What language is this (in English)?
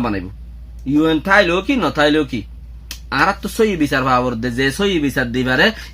Rohingya